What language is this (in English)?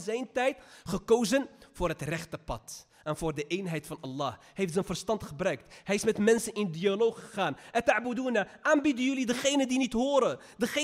Dutch